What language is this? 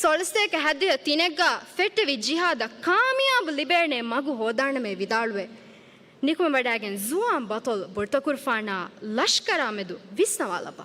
Divehi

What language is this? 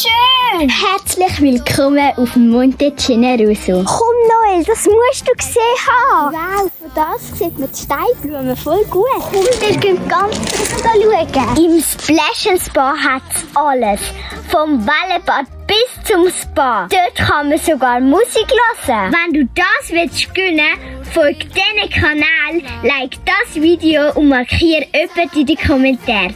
Swiss German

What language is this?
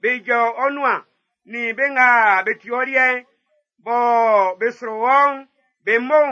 Baoulé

